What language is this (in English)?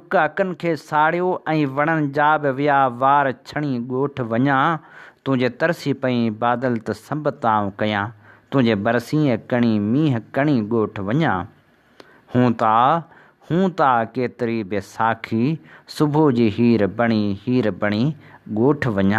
Sindhi